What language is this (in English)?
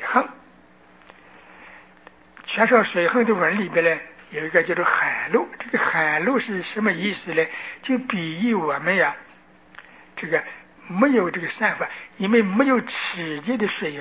Chinese